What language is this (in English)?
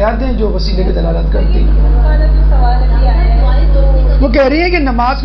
Urdu